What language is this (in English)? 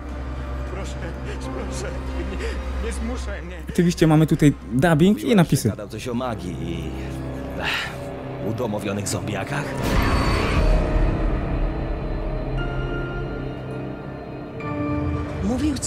Polish